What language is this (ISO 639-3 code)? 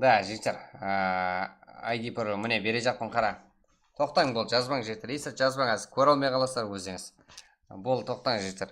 kaa